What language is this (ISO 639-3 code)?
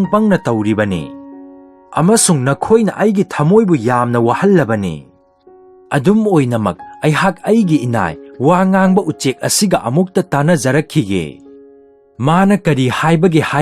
mni